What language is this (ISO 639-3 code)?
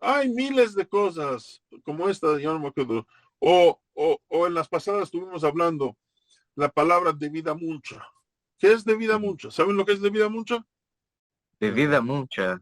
lad